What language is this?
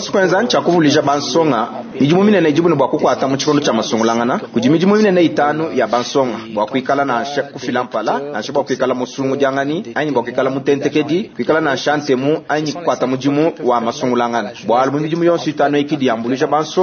Luba-Lulua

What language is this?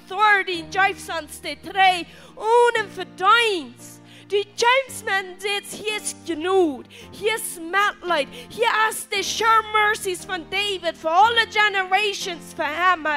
Plautdietsch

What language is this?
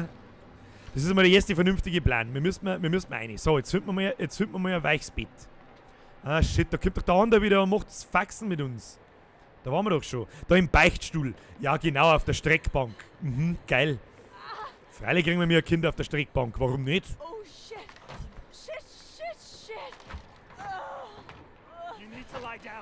Bavarian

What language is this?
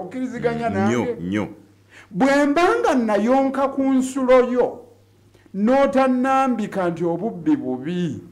Ganda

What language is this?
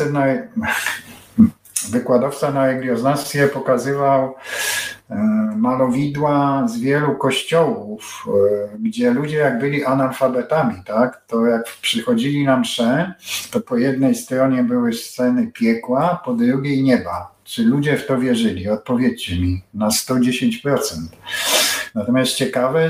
Polish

